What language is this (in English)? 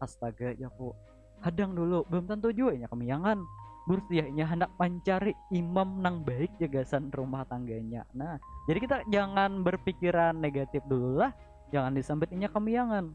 Banjar